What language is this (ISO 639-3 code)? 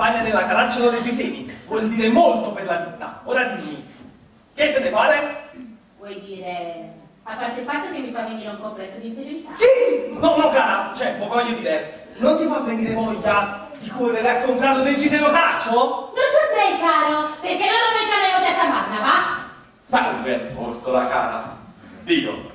ita